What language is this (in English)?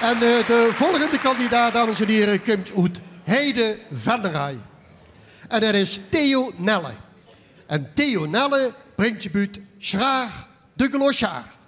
Limburgish